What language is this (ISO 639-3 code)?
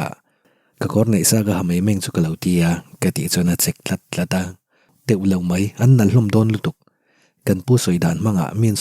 lus